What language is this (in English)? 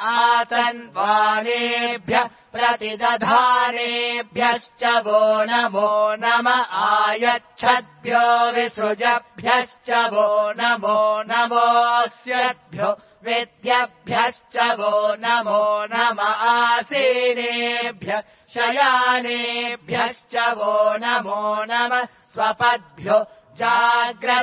Sanskrit